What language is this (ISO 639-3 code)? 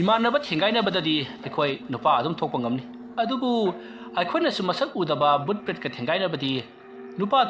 mni